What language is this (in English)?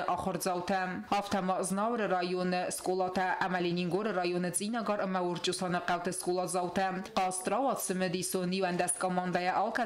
Ossetic